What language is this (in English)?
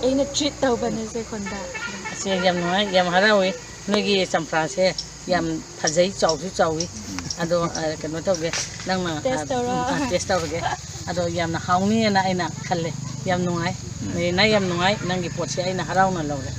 Manipuri